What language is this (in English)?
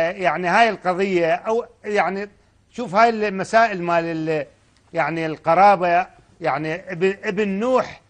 Mesopotamian Arabic